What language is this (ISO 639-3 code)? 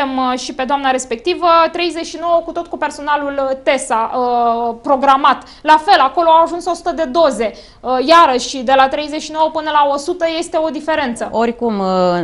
ron